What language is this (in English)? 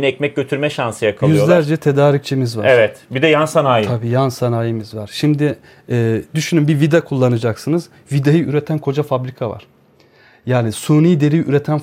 Turkish